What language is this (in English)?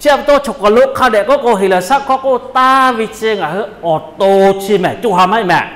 Lahu